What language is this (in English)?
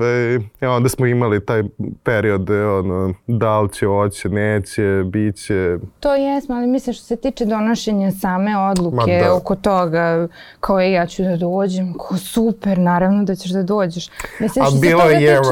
Serbian